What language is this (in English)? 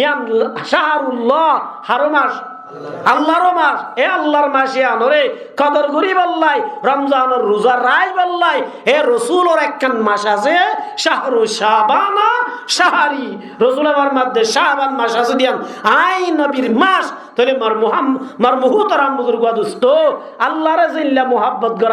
Rohingya